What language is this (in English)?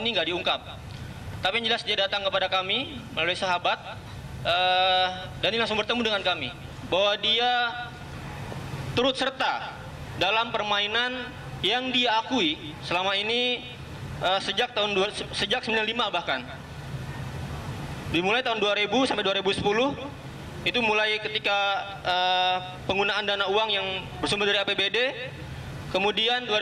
Indonesian